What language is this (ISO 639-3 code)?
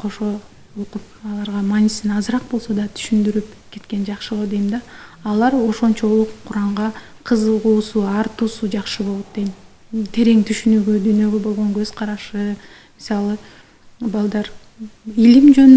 kir